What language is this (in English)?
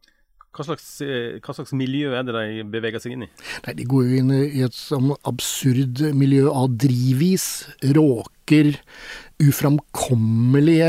Norwegian